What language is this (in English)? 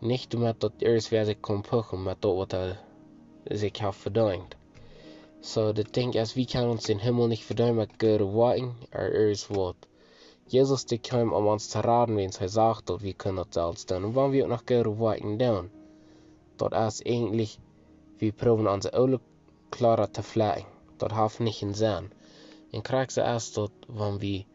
Plautdietsch